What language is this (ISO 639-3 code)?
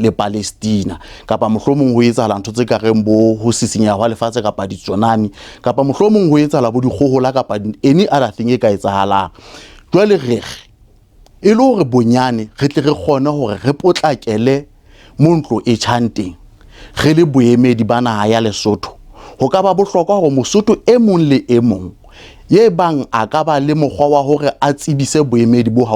sot